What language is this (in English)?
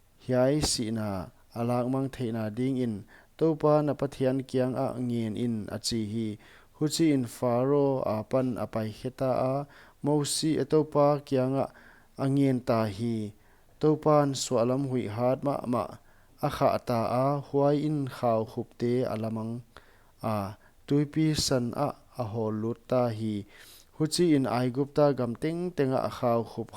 Paite Chin